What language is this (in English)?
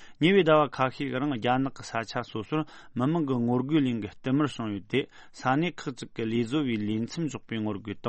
Tibetan